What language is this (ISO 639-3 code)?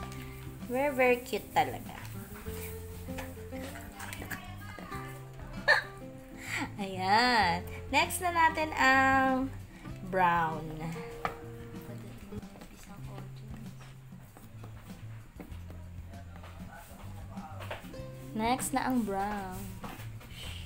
fil